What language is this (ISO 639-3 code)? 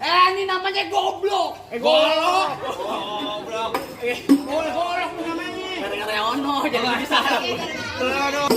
bew